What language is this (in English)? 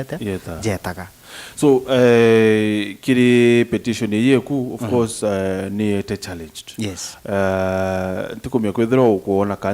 Meru